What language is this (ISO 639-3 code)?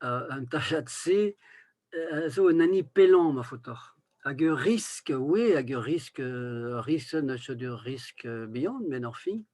bre